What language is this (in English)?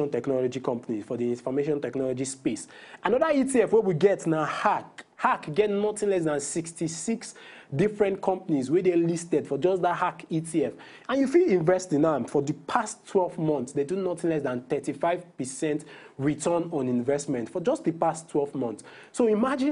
Nigerian Pidgin